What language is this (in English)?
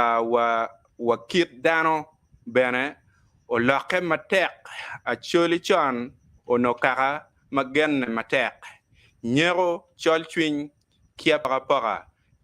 Acoli